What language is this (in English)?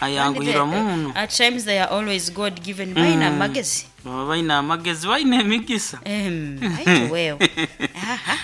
Nyoro